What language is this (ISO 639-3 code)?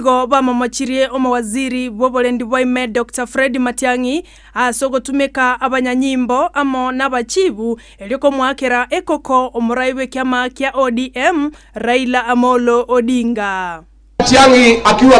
guz